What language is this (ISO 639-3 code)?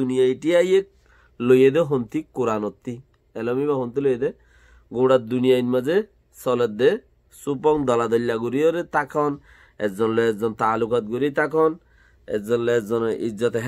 rhg